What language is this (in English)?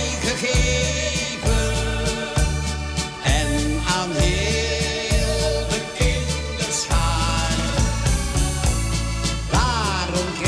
Dutch